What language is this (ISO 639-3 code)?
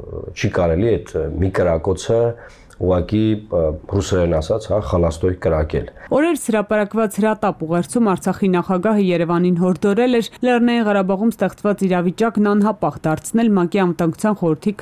hye